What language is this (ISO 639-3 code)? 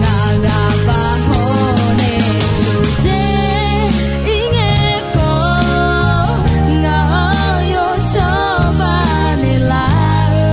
ahk